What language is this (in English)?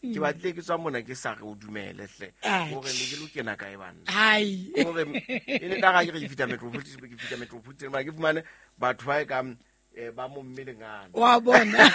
Southern Sotho